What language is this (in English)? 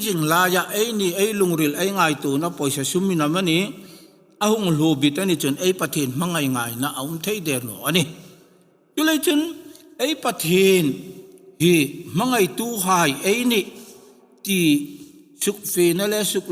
Hmar